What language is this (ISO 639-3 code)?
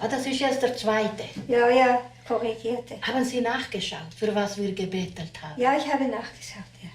roh